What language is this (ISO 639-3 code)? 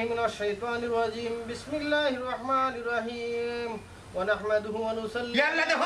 syl